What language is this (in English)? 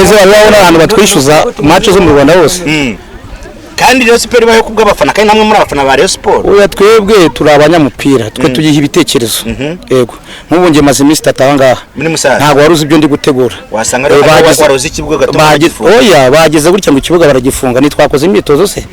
Kinyarwanda